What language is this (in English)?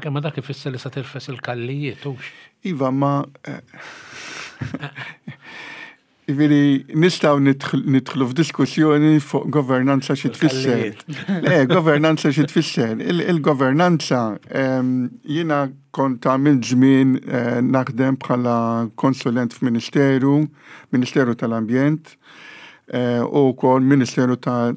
Maltese